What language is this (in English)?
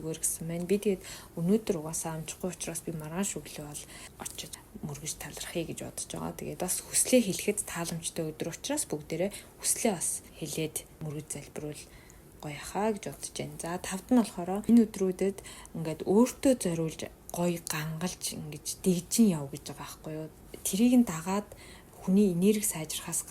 Mongolian